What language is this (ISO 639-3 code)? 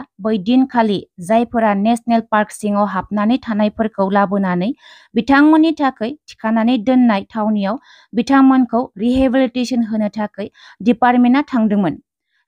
brx